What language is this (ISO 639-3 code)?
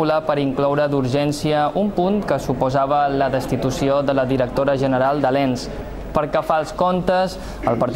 cat